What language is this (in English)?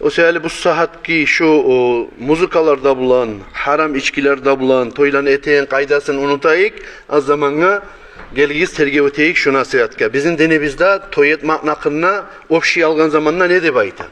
Kumyk